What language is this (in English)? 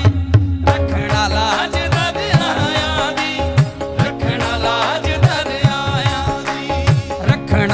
Punjabi